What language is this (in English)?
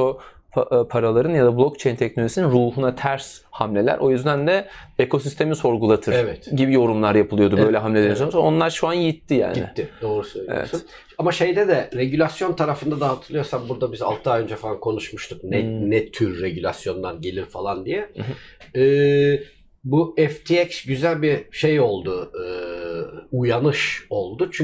Turkish